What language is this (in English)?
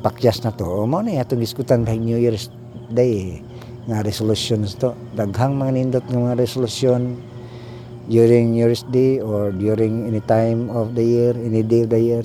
Cebuano